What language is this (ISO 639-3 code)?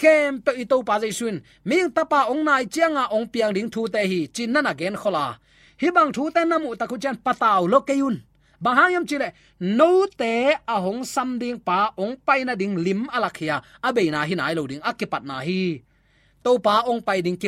ctd